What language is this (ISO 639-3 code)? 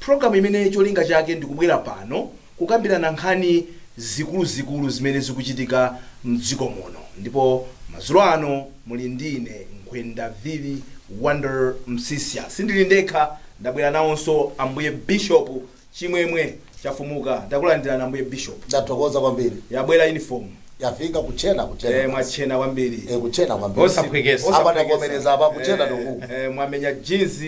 nya